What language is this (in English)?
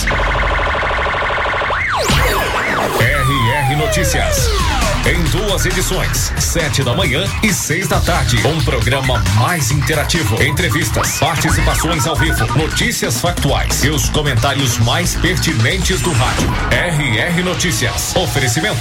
Portuguese